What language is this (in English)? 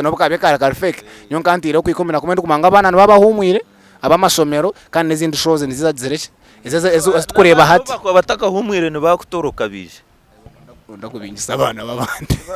Nyankole